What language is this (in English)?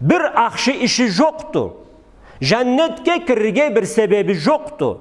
Karachay-Balkar